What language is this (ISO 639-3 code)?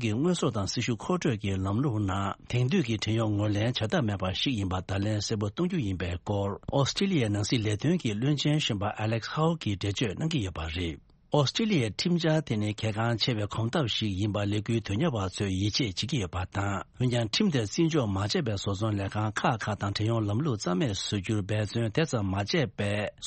bod